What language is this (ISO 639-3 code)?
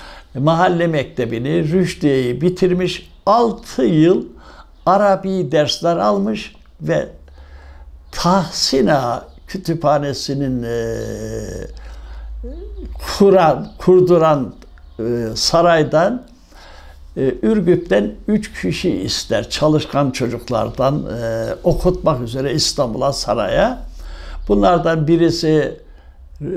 tur